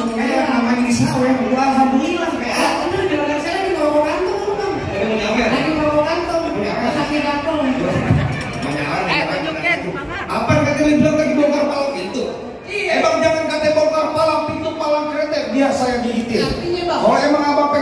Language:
Betawi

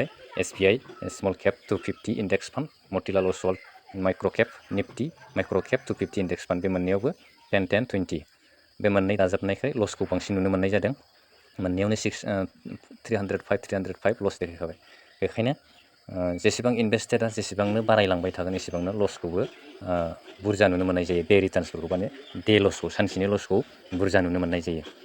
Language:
Bodo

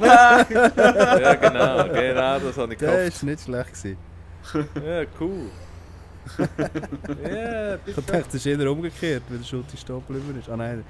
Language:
Swiss German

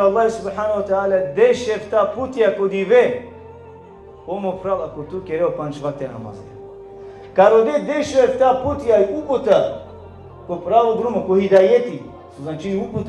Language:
Balkan Romani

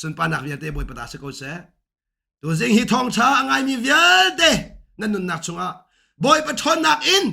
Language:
Hakha Chin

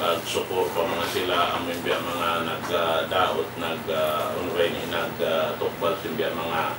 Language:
Tausug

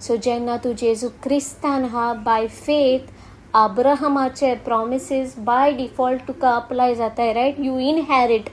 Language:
Konkani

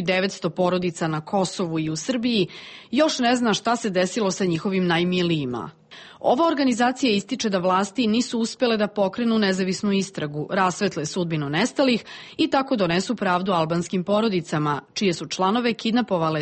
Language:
Serbian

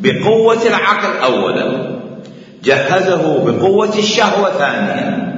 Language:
Mesopotamian Arabic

